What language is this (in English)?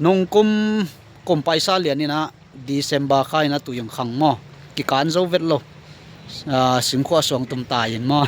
Tedim Chin